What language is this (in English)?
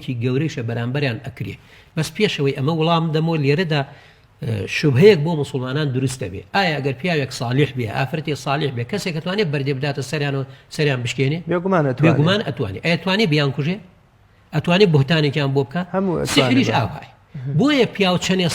Central Kurdish